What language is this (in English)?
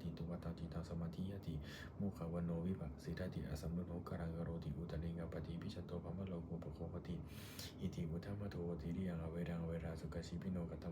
Pali